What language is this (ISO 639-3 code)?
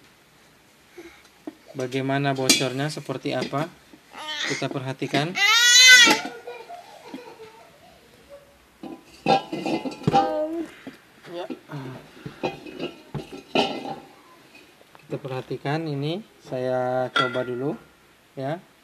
ind